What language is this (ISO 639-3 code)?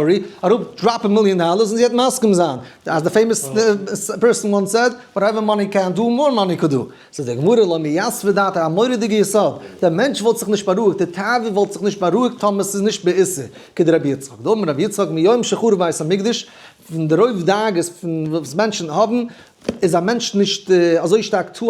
yid